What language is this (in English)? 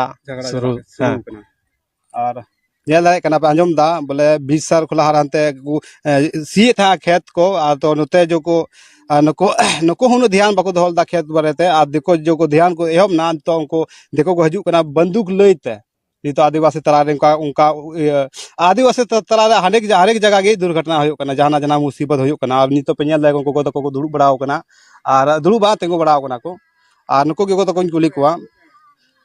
Santali